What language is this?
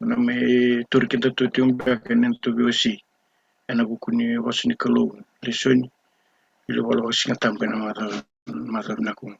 Fijian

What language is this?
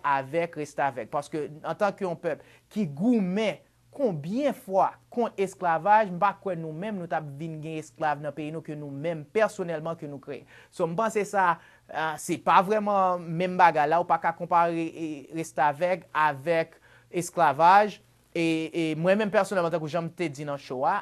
Haitian Creole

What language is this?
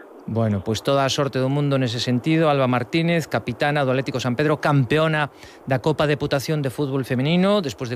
Galician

